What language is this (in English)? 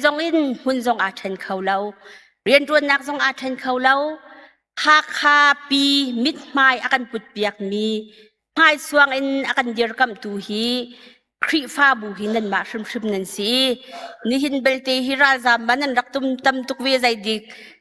Hakha Chin